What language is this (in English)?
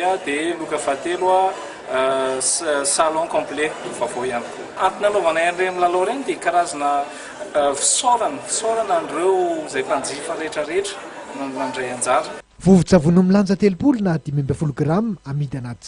Malagasy